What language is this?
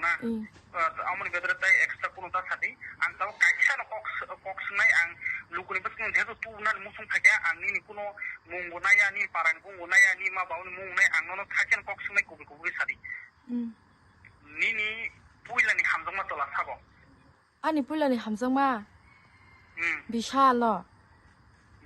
Kok Borok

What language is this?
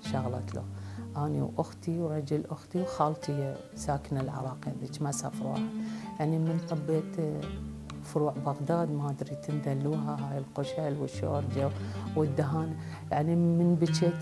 Mesopotamian Arabic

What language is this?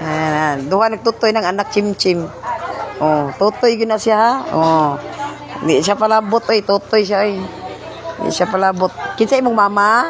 Cebuano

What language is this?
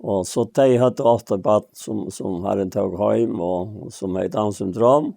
Faroese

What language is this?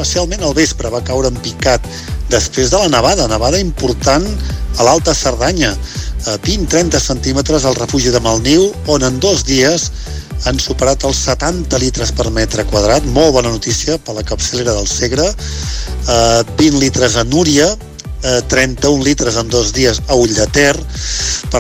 Catalan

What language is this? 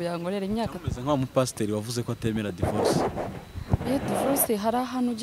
Kinyarwanda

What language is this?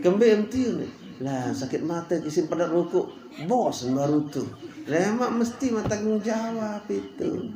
Sasak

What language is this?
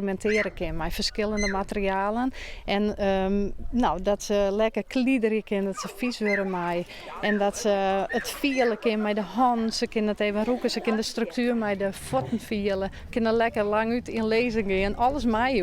Western Frisian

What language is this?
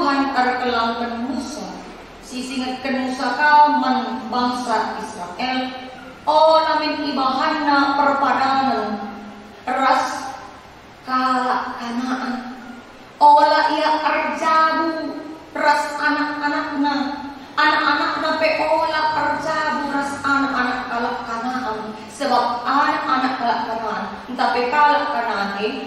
Batak Karo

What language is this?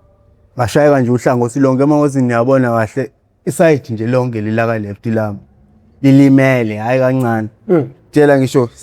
Zulu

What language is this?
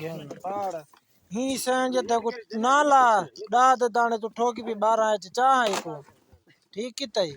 Saraiki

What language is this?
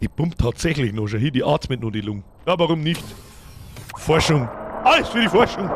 Bavarian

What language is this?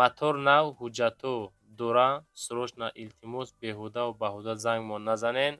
Tajik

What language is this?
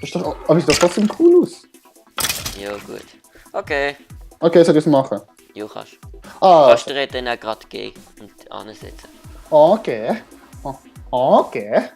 Swiss German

